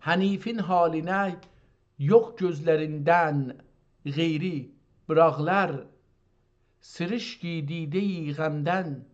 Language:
South Azerbaijani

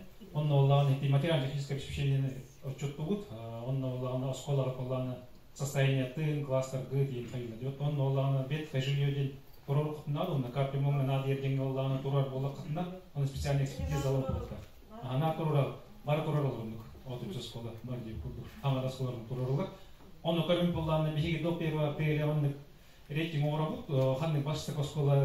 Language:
Yakut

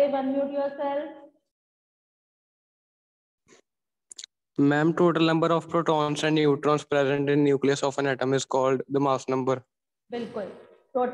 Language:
English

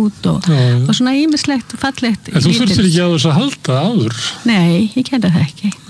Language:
Icelandic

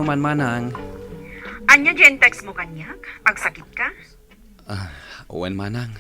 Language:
Iloko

